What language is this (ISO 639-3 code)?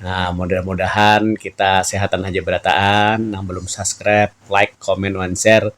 bjn